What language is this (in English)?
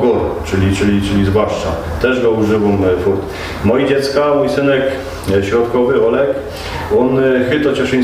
Silesian